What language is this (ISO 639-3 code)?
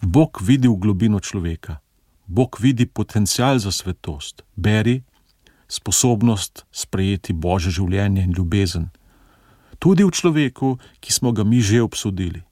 slv